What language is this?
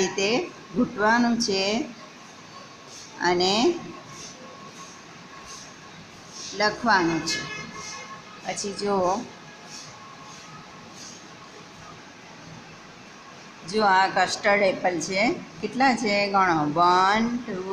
Gujarati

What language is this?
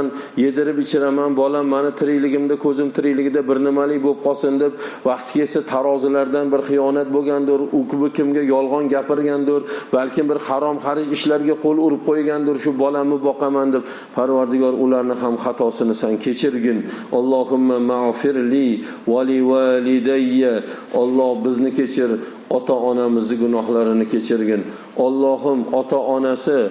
Uzbek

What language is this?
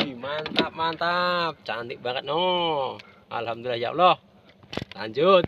Sundanese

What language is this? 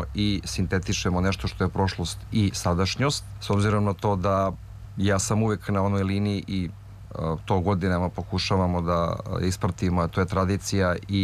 Serbian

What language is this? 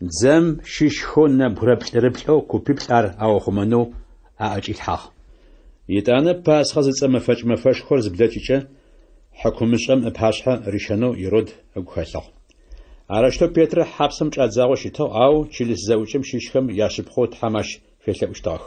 Adyghe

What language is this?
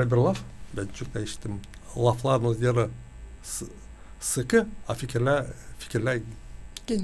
Gagauz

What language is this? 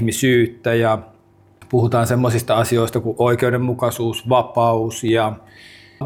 Finnish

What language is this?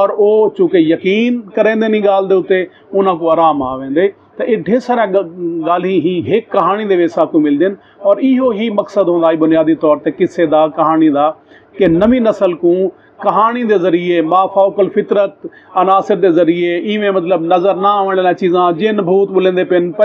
Saraiki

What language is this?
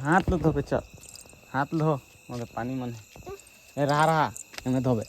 Chhattisgarhi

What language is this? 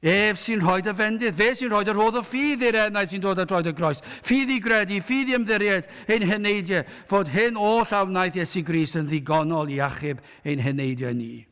Welsh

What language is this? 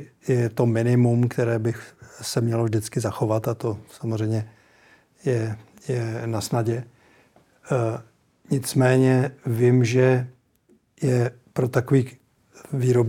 Czech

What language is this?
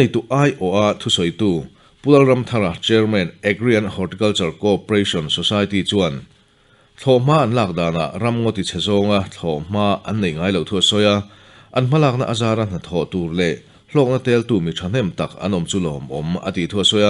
Mizo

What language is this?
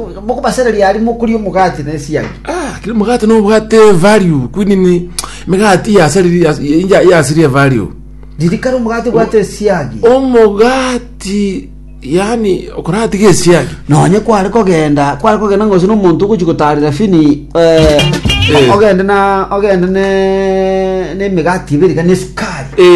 Gusii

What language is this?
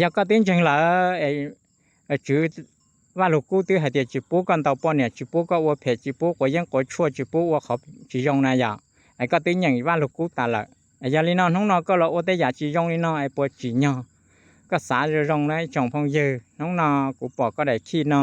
Hmong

